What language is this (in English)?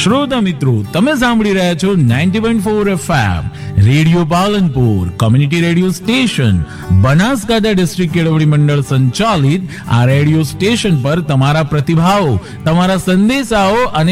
Gujarati